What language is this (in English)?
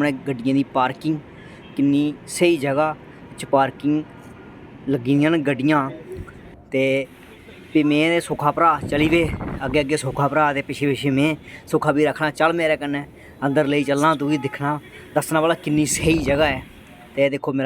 Dogri